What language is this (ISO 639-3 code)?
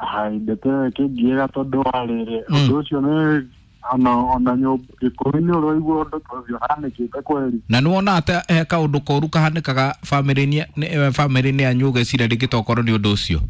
kik